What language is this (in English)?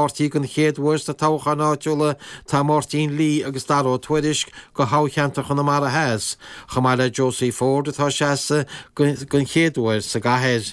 Irish